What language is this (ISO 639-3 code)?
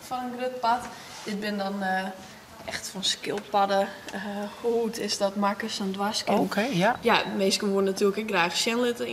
fry